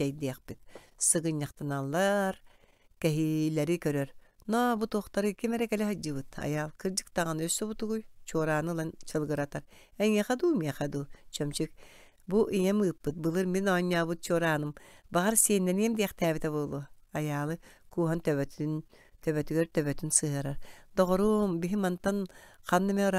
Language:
Yakut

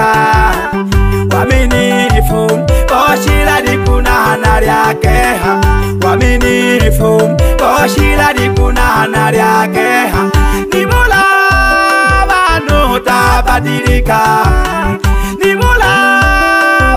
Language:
Swahili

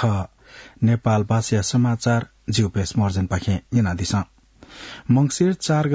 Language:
Newari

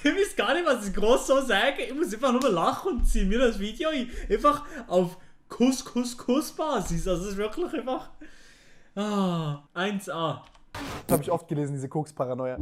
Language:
Swiss German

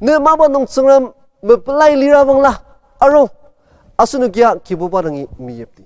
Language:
Ao Naga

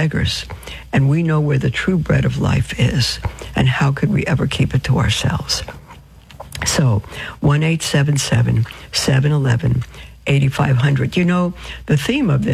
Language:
English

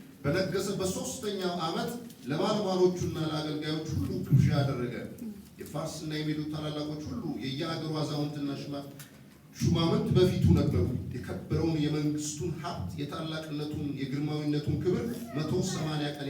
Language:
Amharic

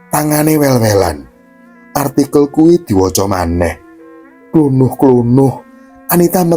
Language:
Javanese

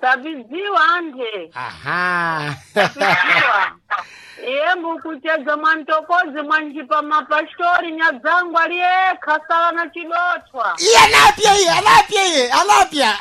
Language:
Sena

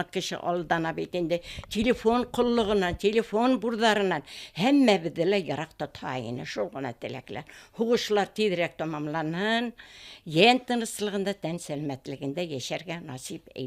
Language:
Bashkir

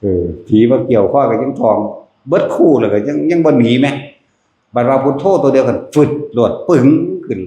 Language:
Northeastern Thai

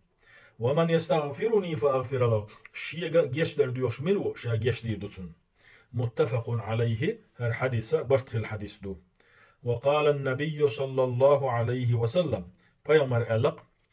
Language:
Chechen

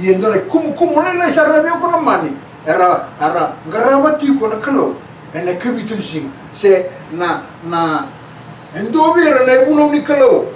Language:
Fijian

